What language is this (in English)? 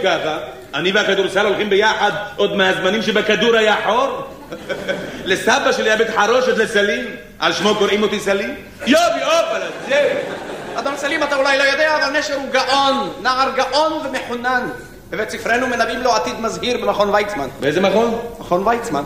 Hebrew